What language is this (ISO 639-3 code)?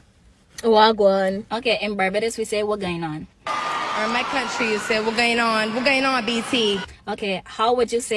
jam